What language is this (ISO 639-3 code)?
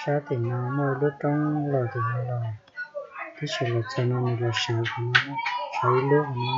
hmn